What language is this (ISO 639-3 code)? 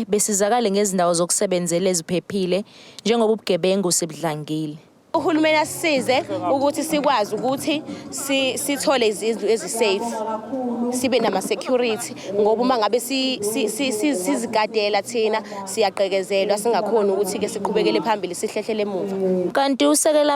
zul